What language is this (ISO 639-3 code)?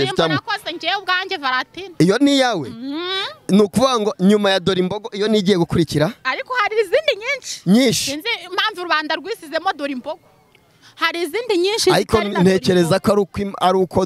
kin